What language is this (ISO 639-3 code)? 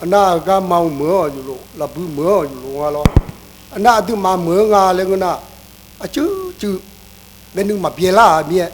ahk